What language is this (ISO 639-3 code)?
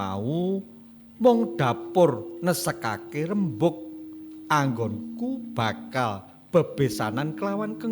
jav